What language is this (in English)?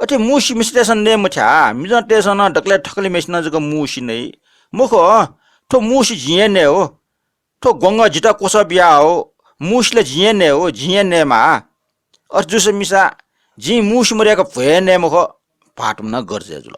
Newari